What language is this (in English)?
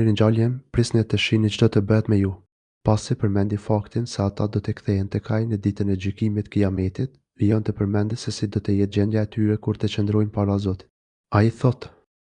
Albanian